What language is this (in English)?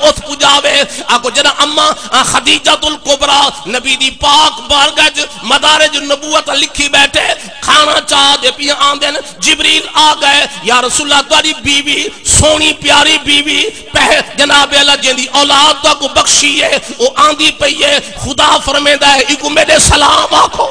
Saraiki